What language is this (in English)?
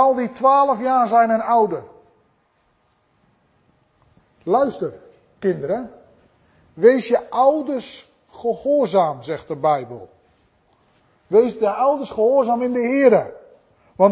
Dutch